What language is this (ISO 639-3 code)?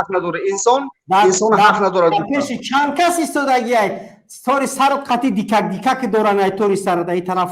tgk